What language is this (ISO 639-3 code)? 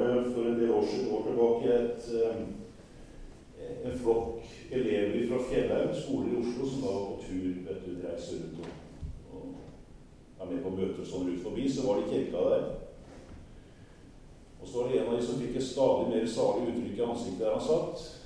nor